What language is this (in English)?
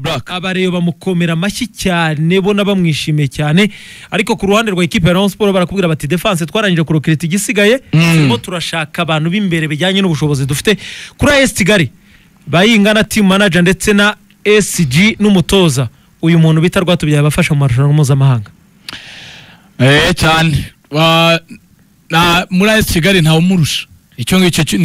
Kinyarwanda